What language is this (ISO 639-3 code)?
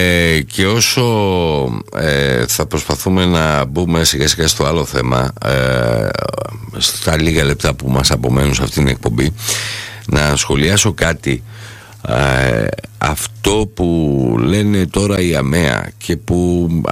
ell